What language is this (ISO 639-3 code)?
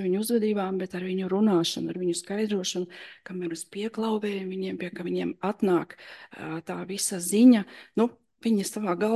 lav